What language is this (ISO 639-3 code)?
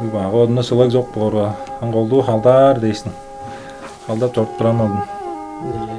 tyv